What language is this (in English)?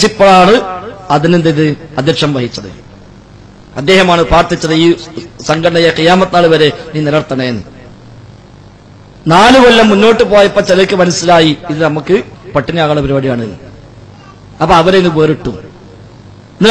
Malayalam